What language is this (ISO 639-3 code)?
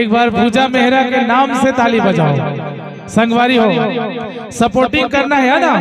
hne